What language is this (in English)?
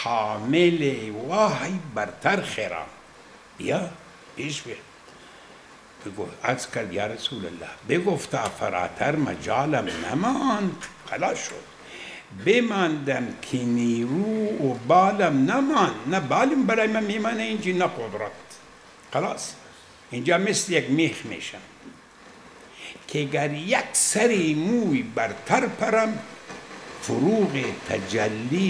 Persian